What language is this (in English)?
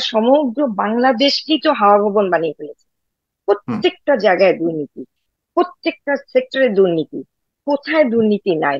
Bangla